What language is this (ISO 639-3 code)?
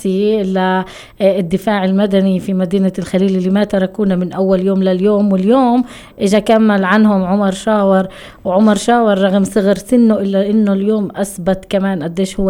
apc